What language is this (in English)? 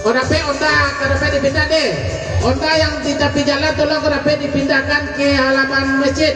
Minangkabau